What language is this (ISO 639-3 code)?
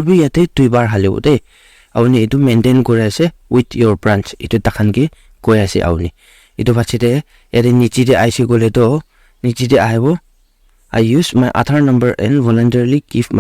nag